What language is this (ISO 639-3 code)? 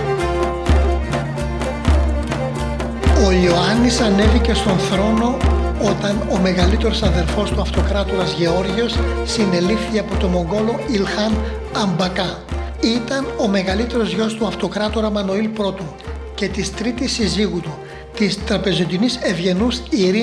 ell